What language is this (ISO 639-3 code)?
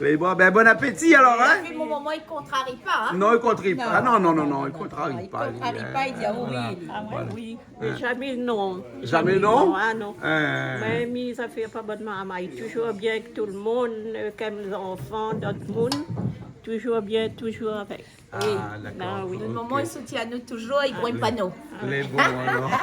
rcf